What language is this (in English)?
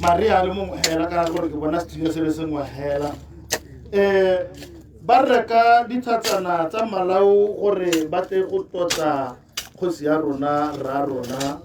Tswana